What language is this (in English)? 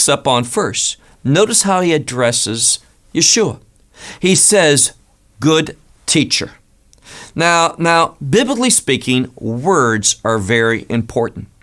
English